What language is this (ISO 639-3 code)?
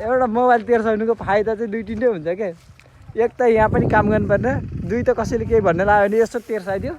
nep